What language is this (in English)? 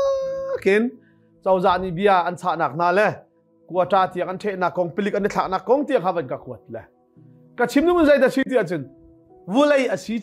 Hakha Chin